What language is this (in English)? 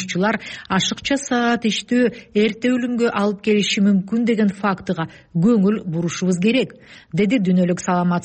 Kyrgyz